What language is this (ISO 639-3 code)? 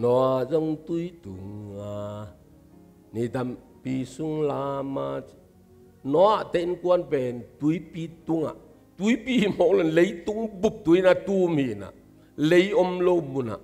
ctd